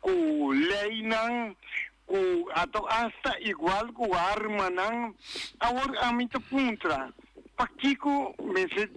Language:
Papiamento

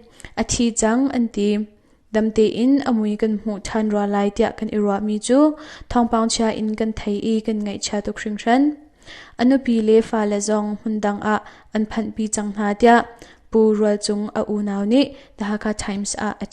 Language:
Hakha Chin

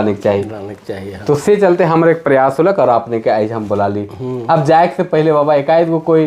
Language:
Sadri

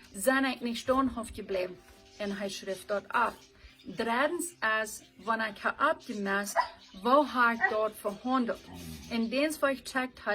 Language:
Plautdietsch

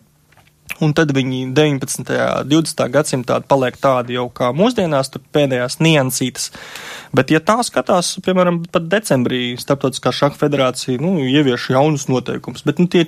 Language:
Latvian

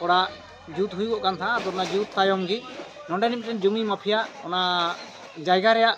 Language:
Santali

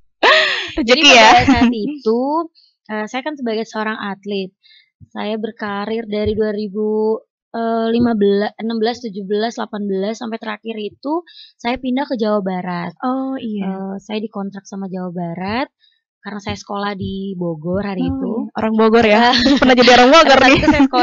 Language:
Indonesian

